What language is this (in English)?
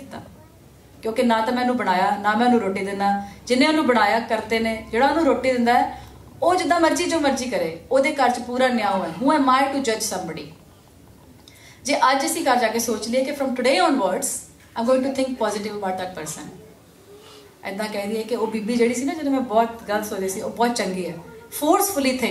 Punjabi